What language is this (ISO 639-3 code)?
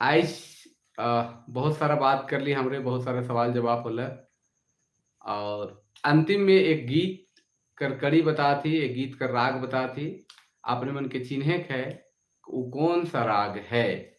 sck